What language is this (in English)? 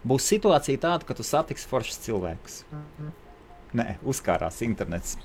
Latvian